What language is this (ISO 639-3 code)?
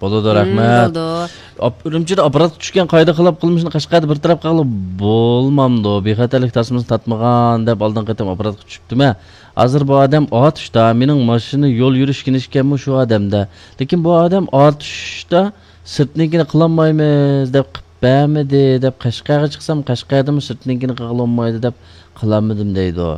uig